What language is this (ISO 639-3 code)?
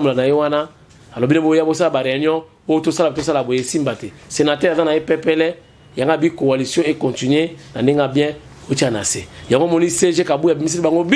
lin